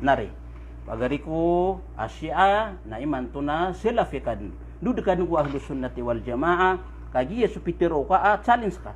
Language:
Maranao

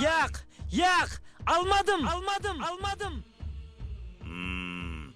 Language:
Kara-Kalpak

